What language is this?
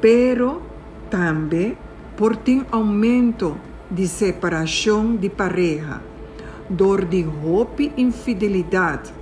Papiamento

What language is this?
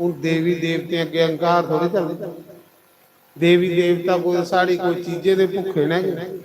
Dogri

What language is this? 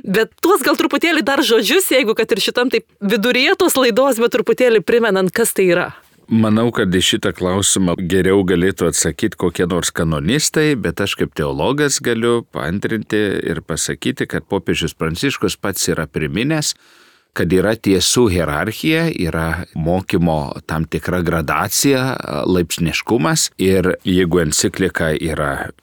Lithuanian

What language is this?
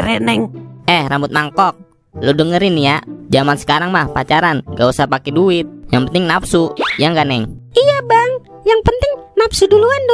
Betawi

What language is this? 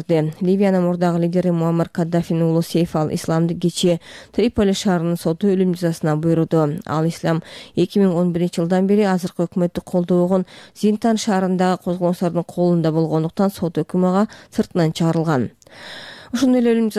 Kyrgyz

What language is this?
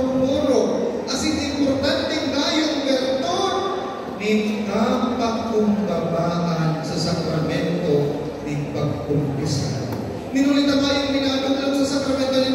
Bikol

